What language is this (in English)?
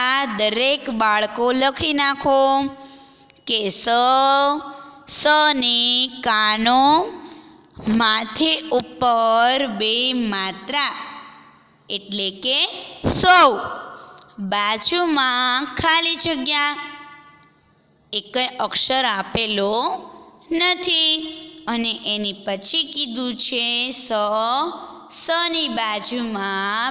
Gujarati